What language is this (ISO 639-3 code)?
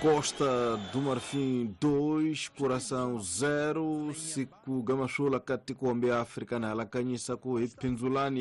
tso